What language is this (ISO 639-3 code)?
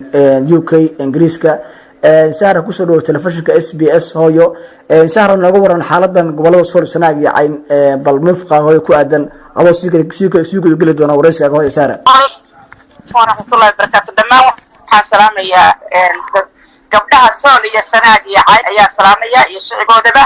som